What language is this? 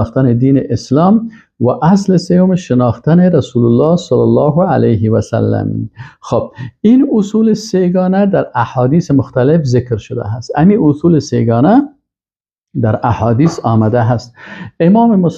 Persian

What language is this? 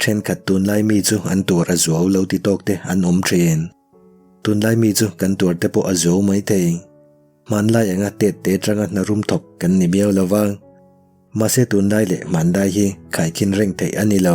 Mizo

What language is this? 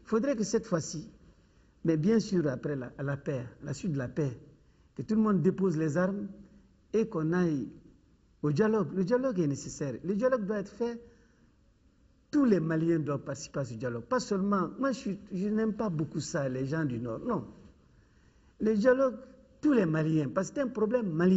French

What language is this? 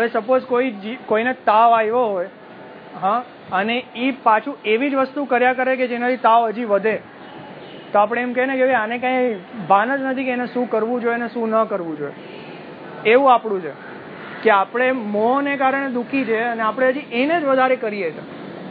Gujarati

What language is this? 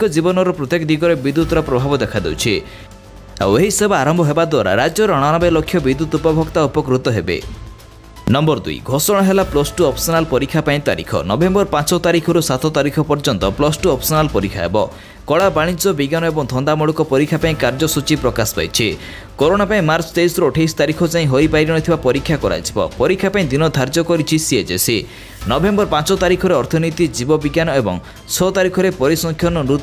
Odia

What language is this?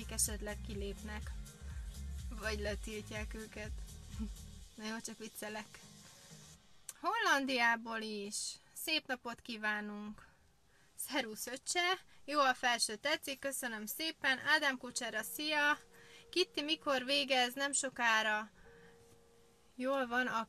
Hungarian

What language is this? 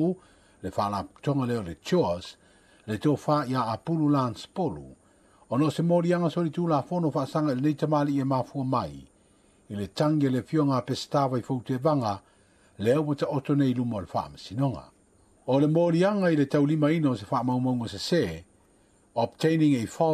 Samoan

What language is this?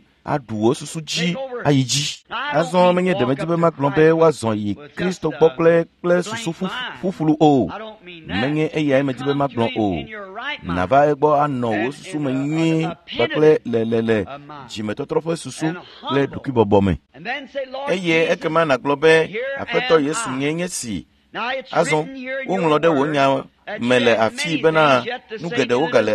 Ewe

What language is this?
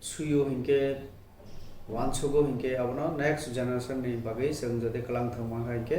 Kok Borok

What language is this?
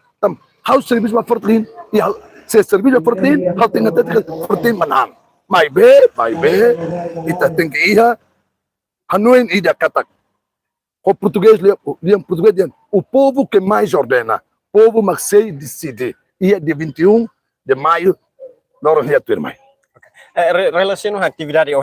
Tetum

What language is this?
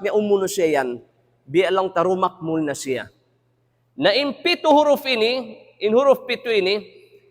Tausug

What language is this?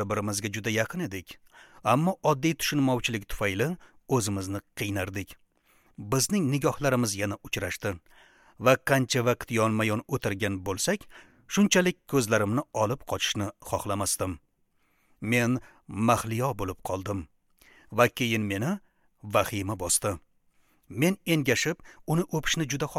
Uzbek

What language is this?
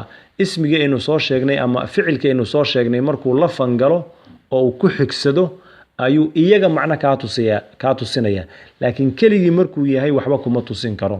Somali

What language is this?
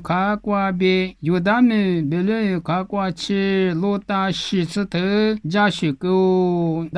Lisu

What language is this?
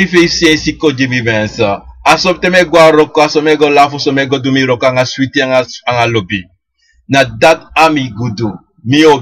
Sranan Tongo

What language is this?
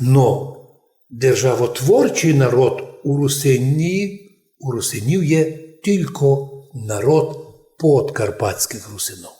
Rusyn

